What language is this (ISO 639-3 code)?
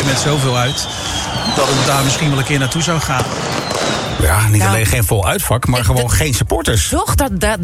nld